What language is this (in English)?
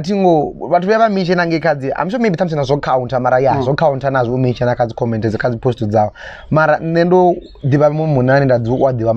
Venda